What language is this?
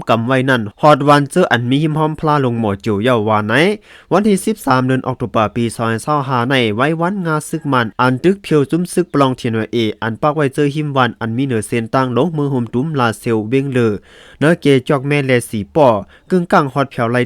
Shan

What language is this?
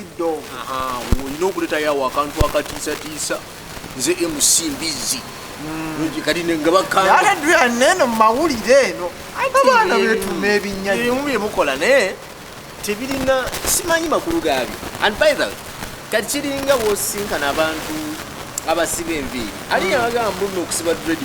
Ganda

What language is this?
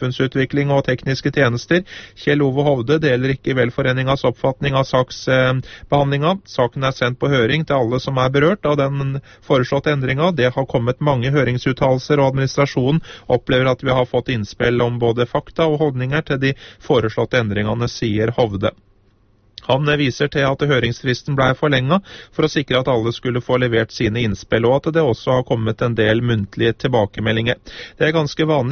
Norwegian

